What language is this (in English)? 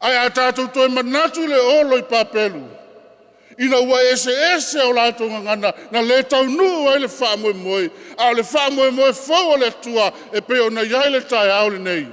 Samoan